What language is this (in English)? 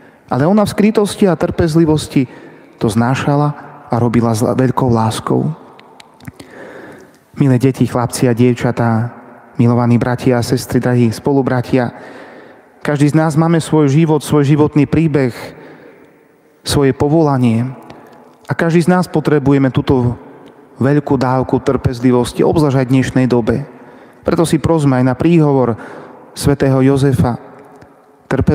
Slovak